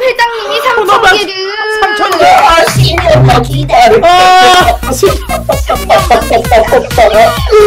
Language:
Korean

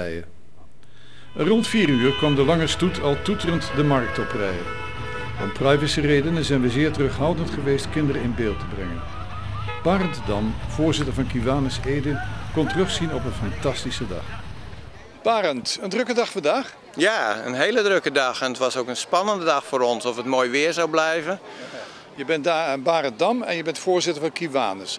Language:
Dutch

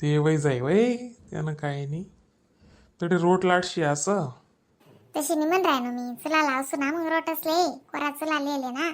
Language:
Khandesi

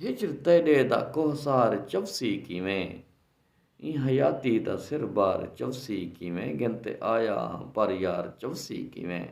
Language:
Saraiki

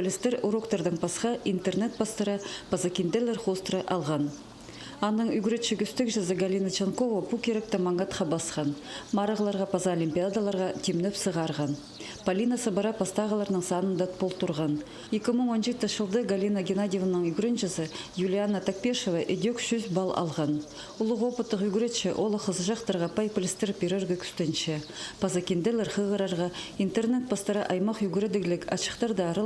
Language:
Khakas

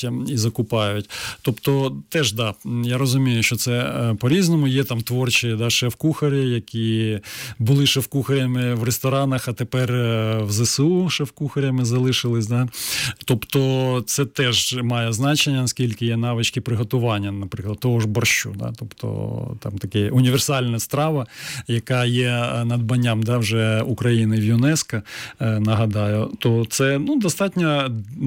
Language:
Ukrainian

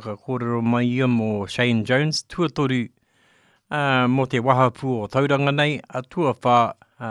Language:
Māori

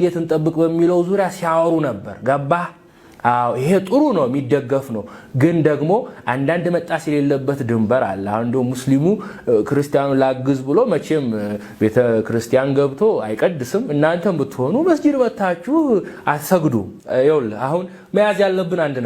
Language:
Amharic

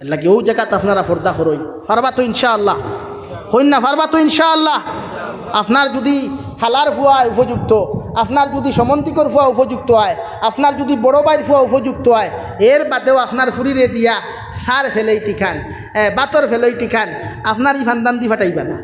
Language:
Sylheti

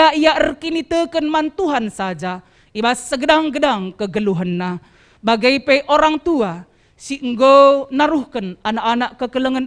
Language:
Batak Karo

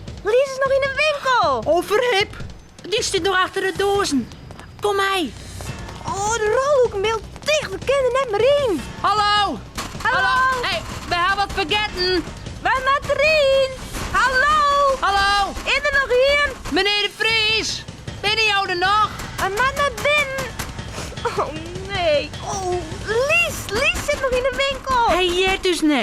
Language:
Western Frisian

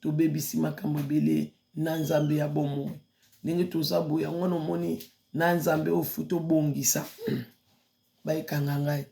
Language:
Lingala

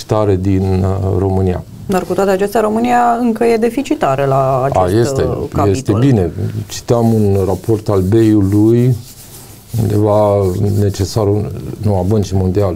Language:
Romanian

